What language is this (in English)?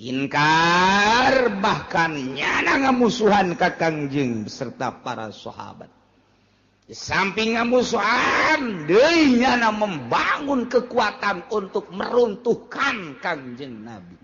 Sundanese